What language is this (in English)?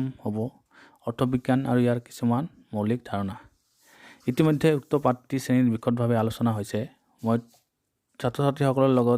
Assamese